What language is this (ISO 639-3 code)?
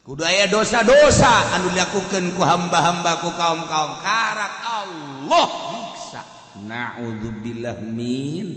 sun